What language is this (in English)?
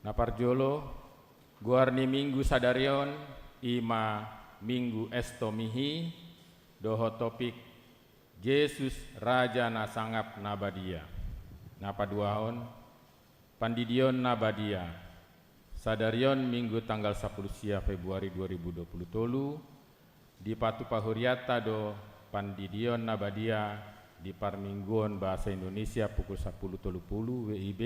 Batak Toba